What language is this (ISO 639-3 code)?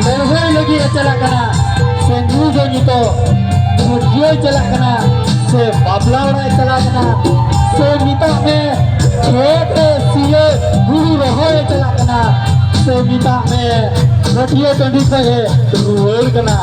sat